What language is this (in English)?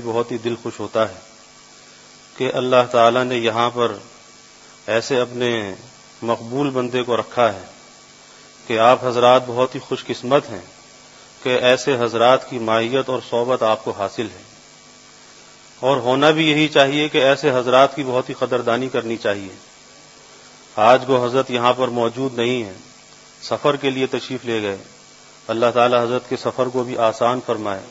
Urdu